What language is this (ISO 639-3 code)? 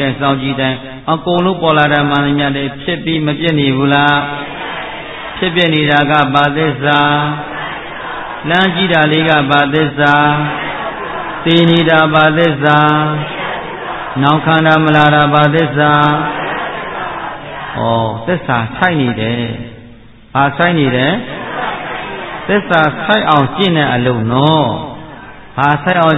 mya